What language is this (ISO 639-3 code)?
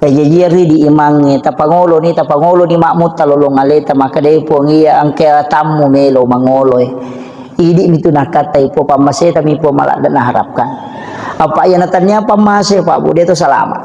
bug